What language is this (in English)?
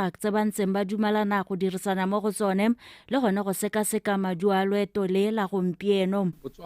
Tswana